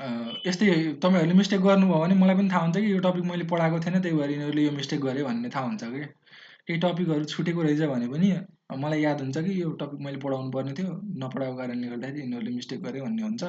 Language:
Nepali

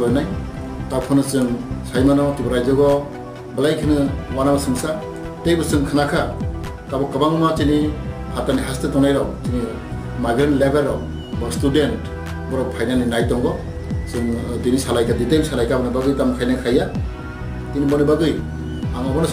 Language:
Riang (India)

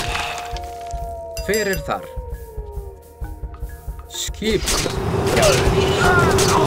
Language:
Icelandic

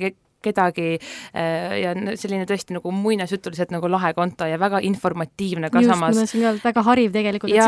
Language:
Estonian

